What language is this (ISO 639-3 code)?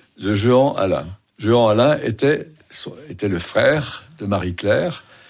fra